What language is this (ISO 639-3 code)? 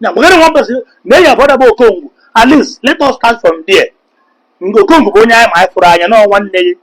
ibo